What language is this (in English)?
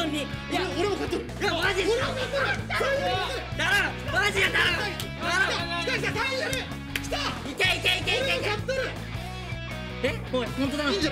Japanese